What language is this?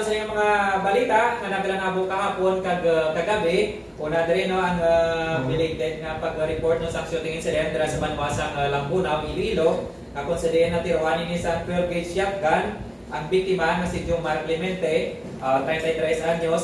Hiligaynon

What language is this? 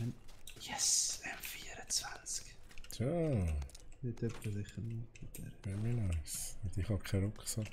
Swiss German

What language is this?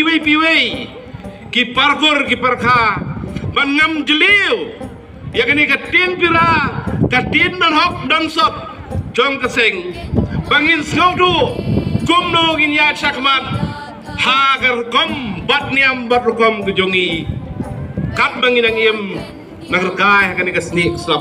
Khasi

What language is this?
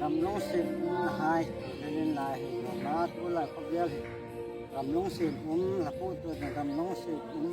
Hmar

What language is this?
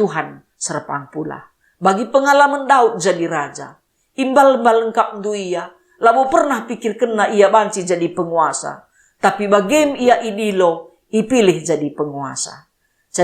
Batak Karo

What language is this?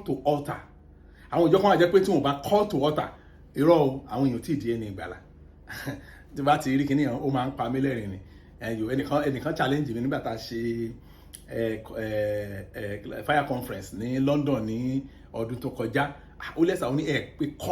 Yoruba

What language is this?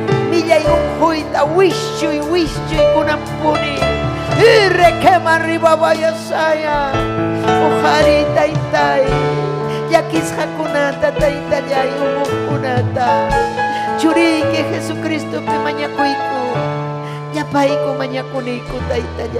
Ayacucho Quechua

